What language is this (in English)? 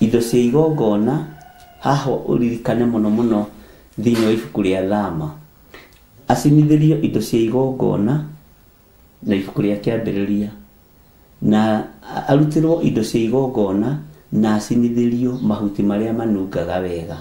Kikuyu